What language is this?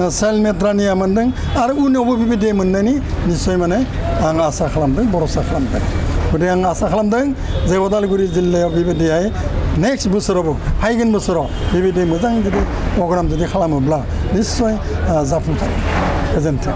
Bodo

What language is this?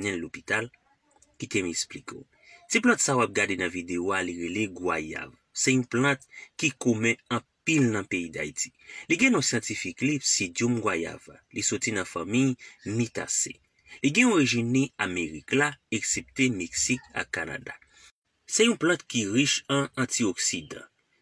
Haitian Creole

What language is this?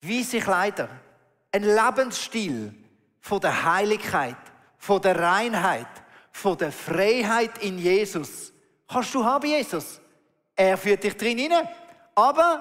Swiss German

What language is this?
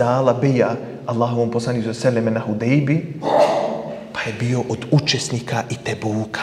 Bosnian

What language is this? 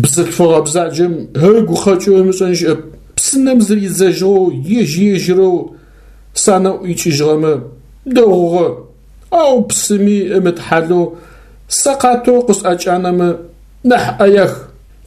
Adyghe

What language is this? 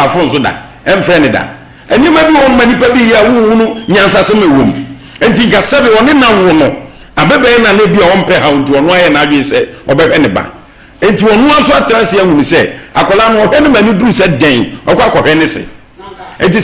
Akan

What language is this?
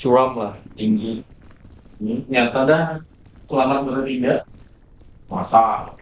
Banjar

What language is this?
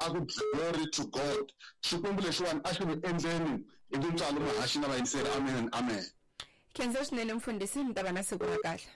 Tsonga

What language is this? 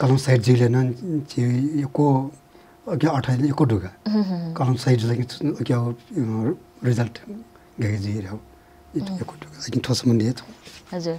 Newari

